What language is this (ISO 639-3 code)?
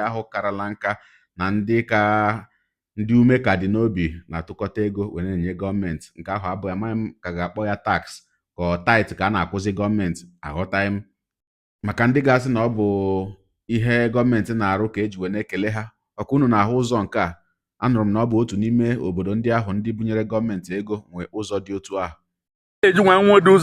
ibo